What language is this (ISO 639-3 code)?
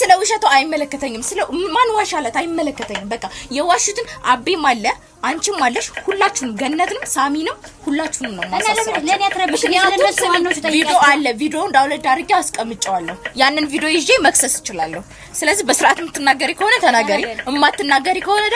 amh